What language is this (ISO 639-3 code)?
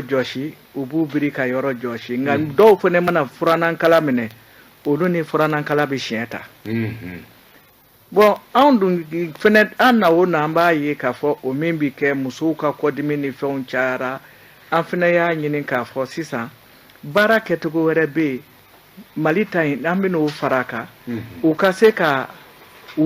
bam